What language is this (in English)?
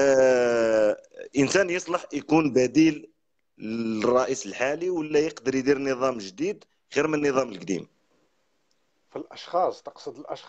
Algerian Arabic